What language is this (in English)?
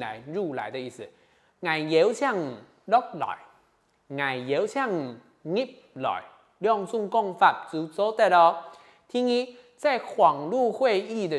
Hakka Chinese